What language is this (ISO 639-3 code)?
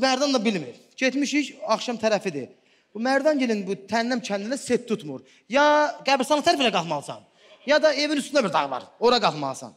aze